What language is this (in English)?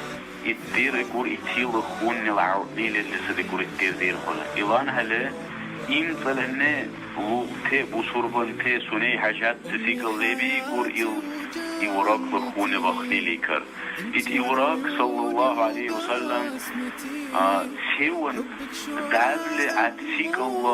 Dargwa